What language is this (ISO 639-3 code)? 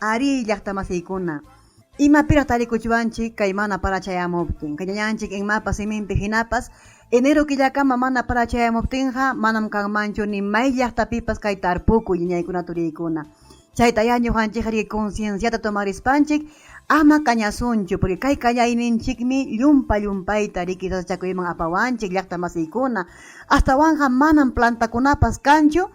quy